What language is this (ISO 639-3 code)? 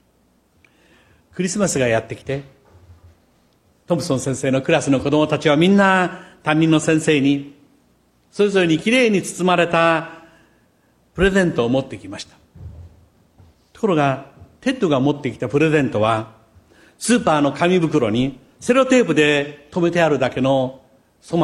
jpn